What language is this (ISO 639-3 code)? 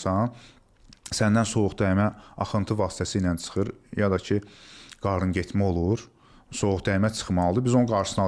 aze